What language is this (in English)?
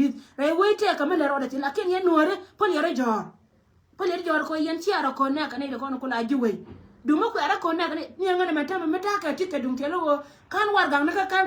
Nuer